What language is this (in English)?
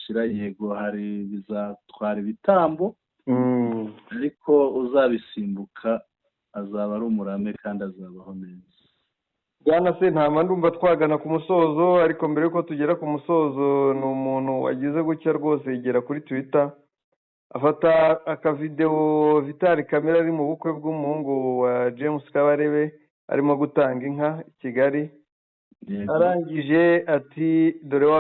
Kinyarwanda